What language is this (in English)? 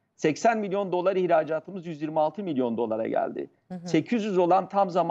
Turkish